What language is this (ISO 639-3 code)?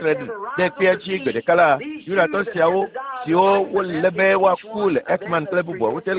ewe